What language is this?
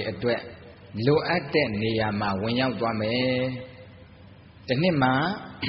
Burmese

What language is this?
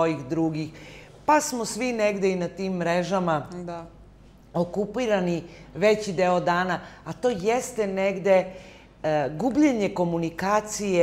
Serbian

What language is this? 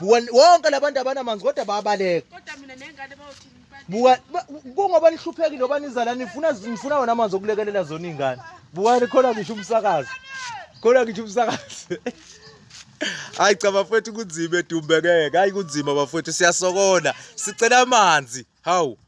Zulu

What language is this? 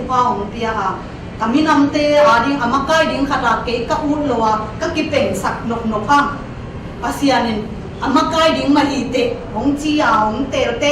Tedim Chin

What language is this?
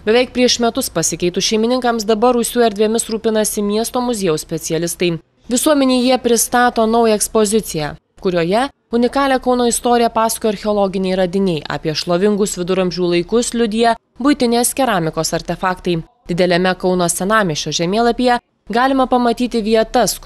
Lithuanian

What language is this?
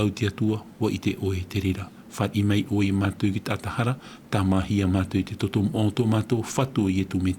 Tahitian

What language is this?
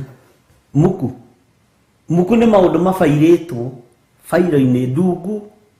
Kikuyu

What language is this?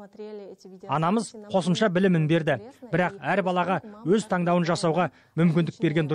Kazakh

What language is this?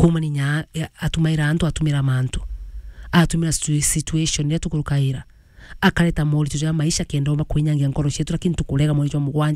Meru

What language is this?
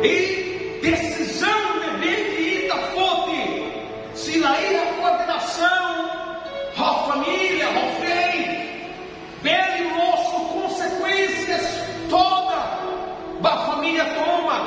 Tetum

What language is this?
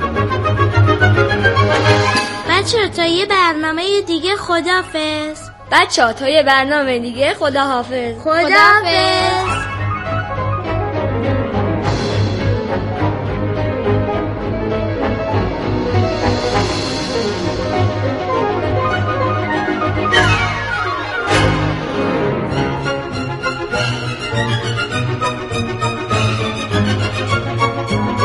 Persian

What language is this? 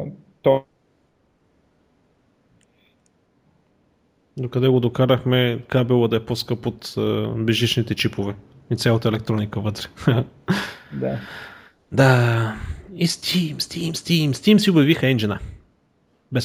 Bulgarian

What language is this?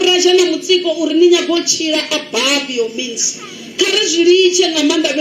Venda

